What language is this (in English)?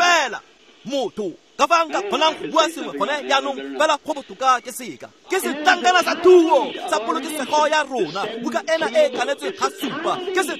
Tswana